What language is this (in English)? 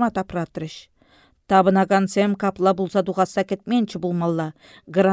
Chuvash